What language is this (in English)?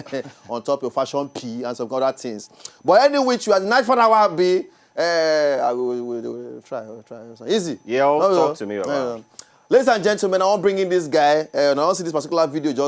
Nigerian Pidgin